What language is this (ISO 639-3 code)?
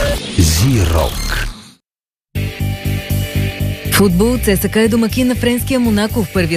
bul